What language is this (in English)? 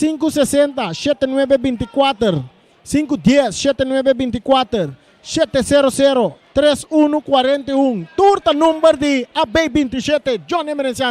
Papiamento